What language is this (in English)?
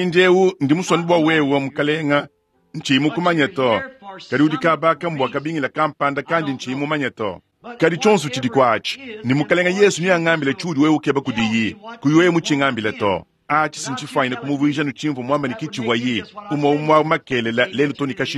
Luba-Lulua